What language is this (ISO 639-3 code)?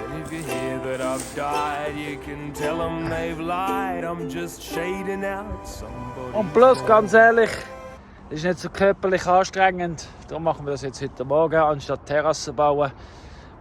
gsw